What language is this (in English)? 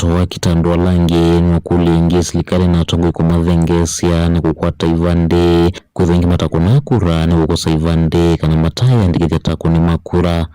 Kamba